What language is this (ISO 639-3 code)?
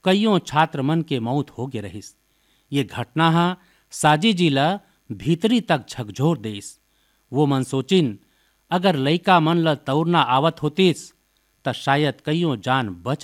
hin